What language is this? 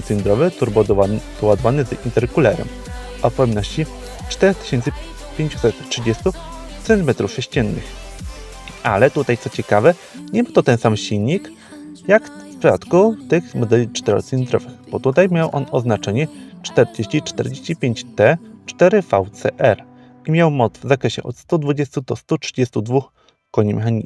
Polish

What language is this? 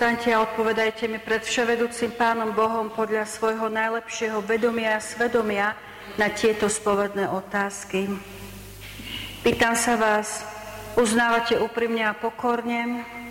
Slovak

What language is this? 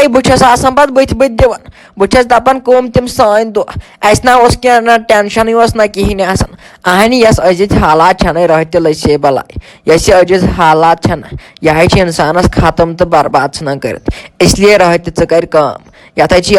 Kashmiri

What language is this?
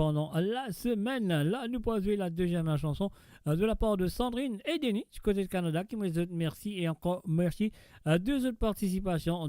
Morisyen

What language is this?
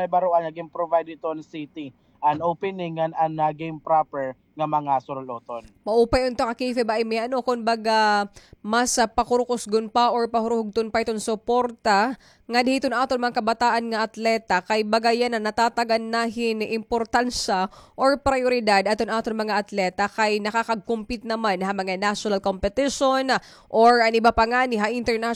Waray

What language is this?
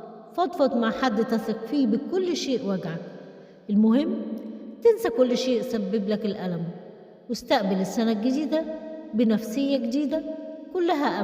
Egyptian Arabic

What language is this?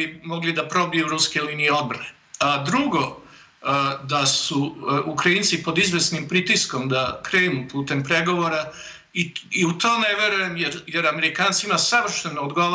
Serbian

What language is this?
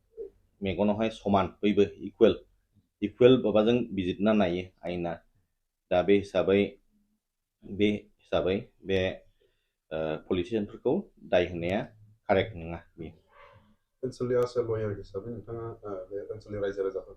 Bodo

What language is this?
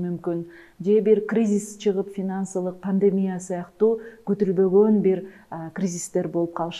Kyrgyz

